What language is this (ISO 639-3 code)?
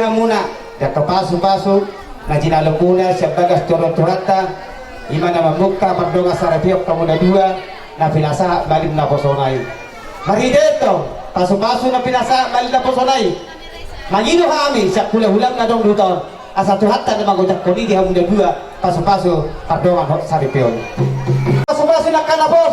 bbc